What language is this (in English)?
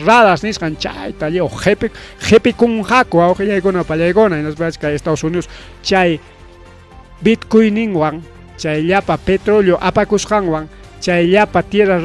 Ayacucho Quechua